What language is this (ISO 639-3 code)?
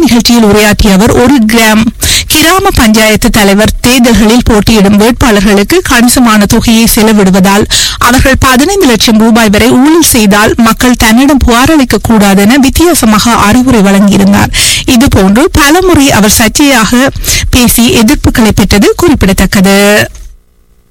tam